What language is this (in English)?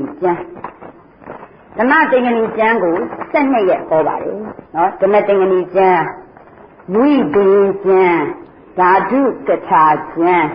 Burmese